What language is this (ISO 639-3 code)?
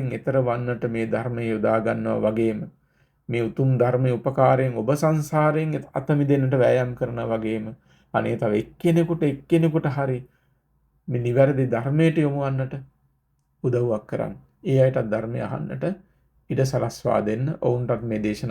sin